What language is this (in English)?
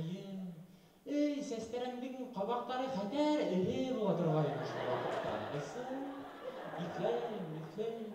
Bashkir